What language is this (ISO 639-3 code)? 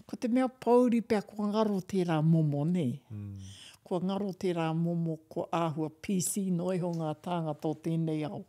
mri